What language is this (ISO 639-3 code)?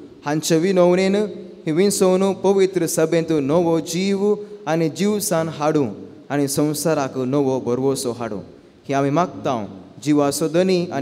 kok